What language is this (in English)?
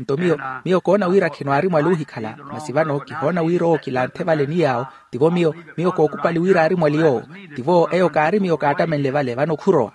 Makhuwa